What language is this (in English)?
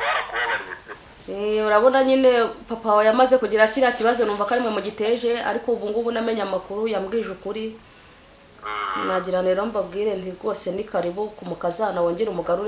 Kinyarwanda